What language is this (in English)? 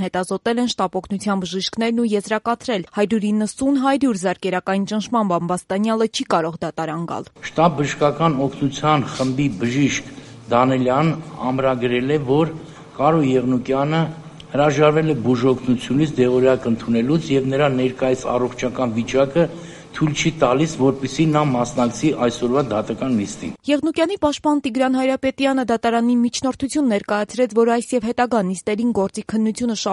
Armenian